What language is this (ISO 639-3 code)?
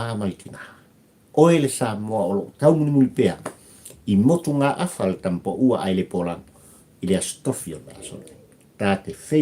smo